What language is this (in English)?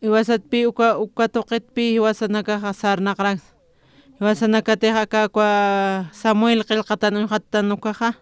Aymara